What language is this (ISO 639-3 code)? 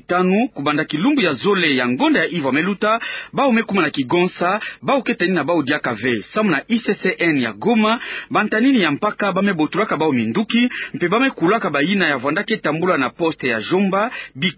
ktu